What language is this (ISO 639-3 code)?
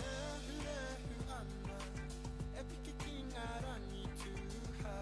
mri